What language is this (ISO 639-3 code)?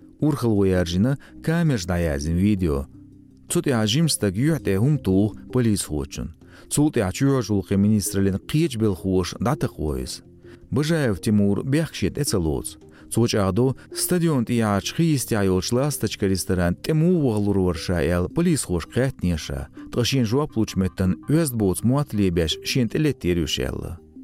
che